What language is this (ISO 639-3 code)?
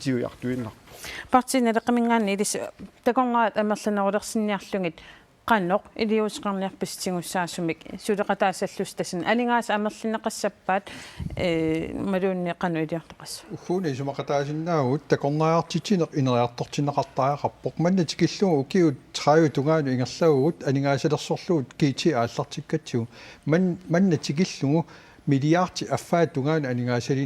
kal